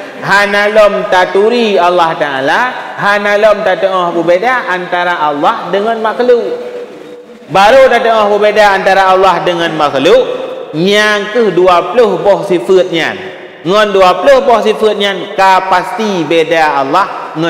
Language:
Achinese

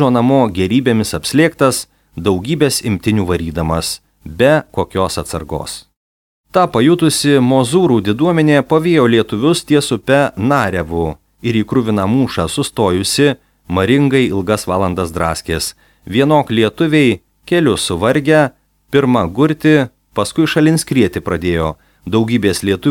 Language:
Lithuanian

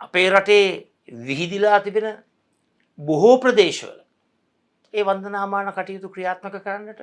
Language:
Sinhala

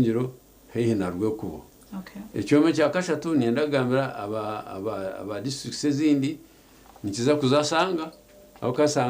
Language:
Nyankole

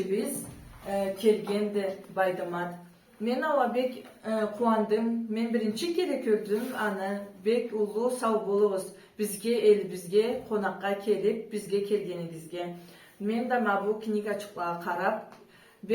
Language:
Karachay-Balkar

